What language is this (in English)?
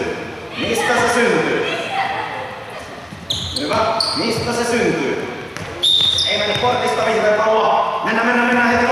Finnish